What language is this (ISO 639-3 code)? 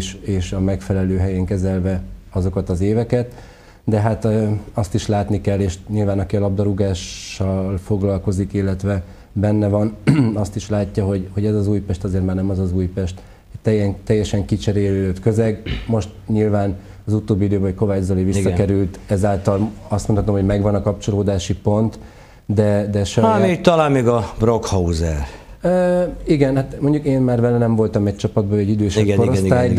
hun